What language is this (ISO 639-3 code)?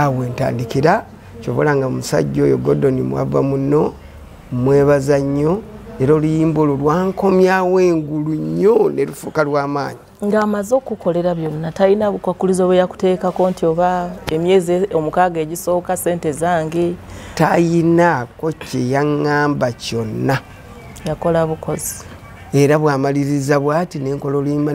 lug